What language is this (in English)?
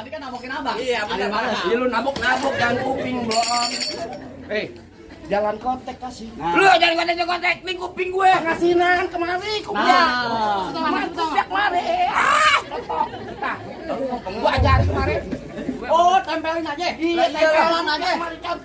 Betawi